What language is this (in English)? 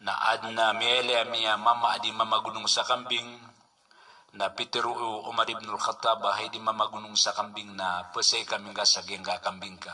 Maranao